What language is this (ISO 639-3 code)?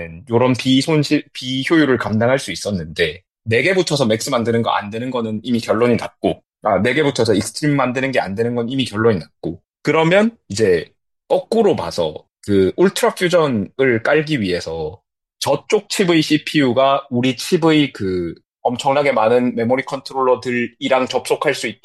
kor